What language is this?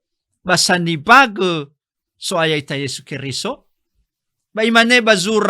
Nias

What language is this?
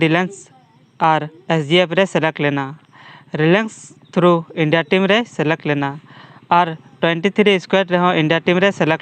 Santali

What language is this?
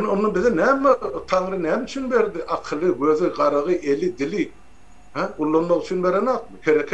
Turkmen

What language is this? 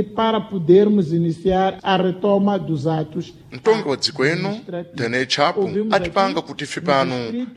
Sena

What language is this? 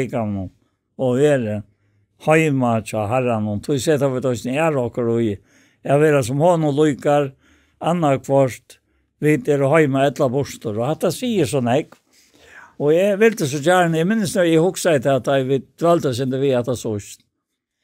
Faroese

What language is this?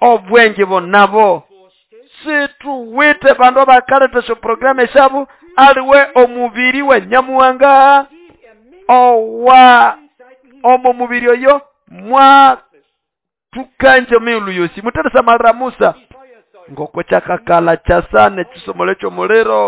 Nande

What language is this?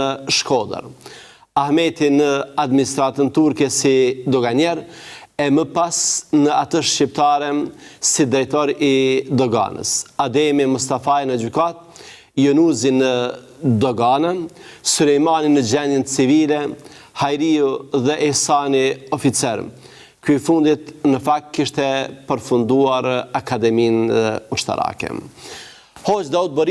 Albanian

